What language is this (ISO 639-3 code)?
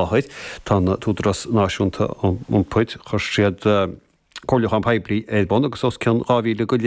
gle